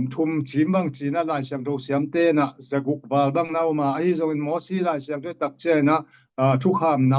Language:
Tedim Chin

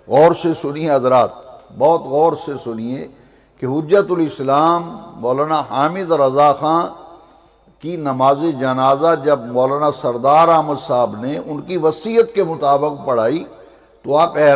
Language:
Urdu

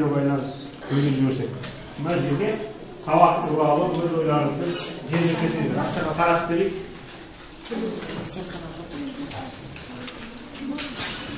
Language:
Kazakh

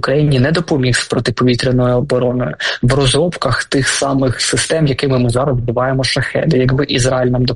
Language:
Ukrainian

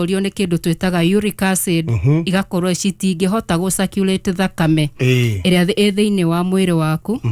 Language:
Kikuyu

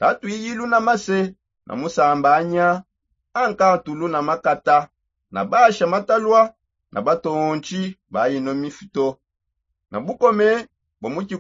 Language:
Songe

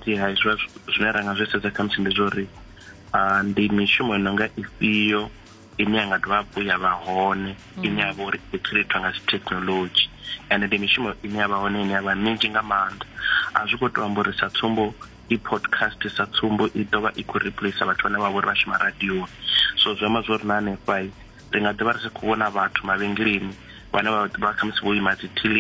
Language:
Venda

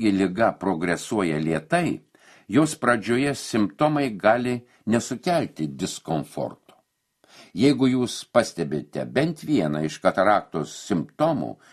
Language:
Lithuanian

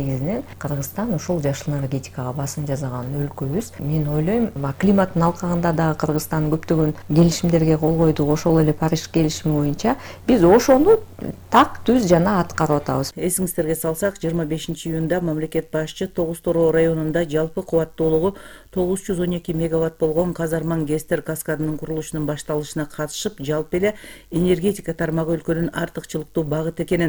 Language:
Kyrgyz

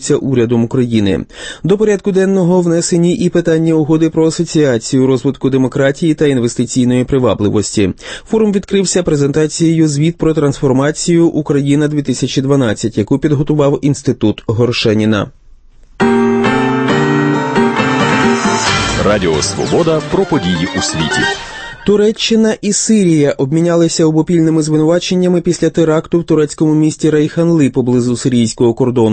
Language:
Ukrainian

